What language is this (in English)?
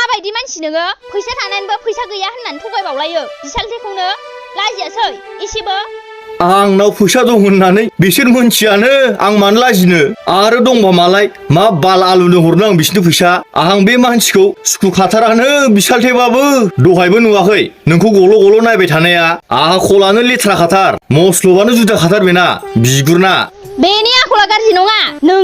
Bodo